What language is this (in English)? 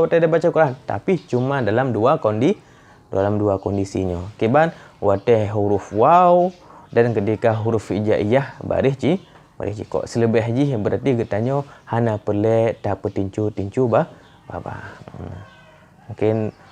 Achinese